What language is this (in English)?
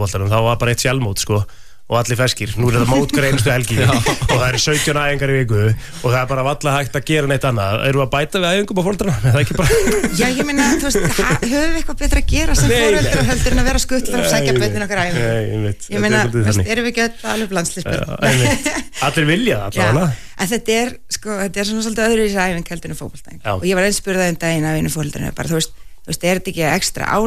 Icelandic